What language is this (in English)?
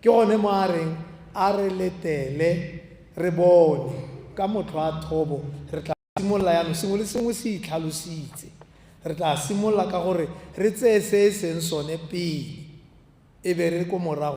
Tswana